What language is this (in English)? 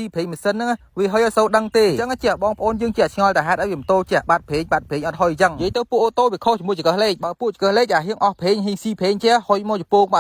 Khmer